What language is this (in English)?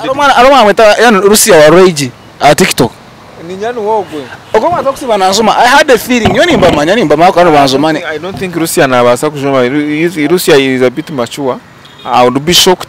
Nyankole